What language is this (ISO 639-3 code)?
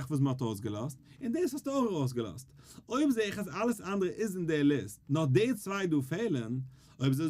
yid